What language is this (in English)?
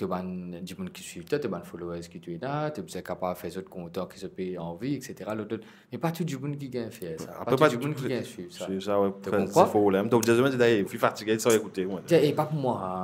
Morisyen